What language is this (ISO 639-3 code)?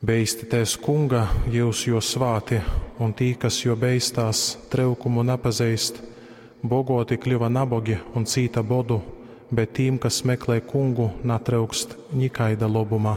ltg